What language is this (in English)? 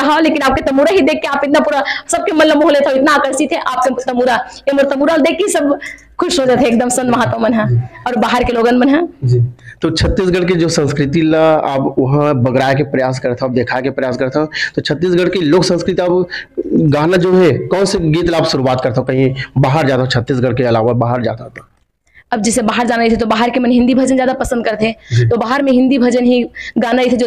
Chhattisgarhi